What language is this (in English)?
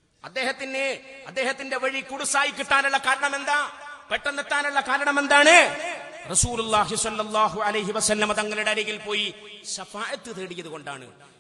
Malayalam